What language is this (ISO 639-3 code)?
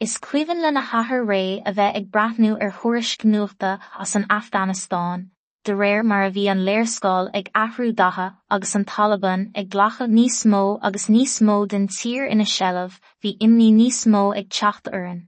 gle